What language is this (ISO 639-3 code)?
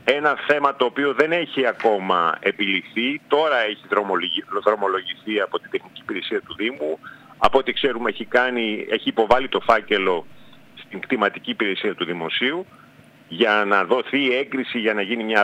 ell